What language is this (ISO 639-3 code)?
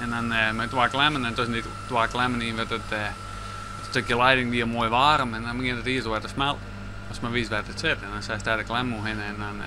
fry